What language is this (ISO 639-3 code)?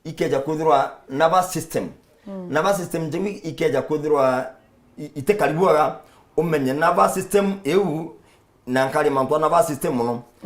mer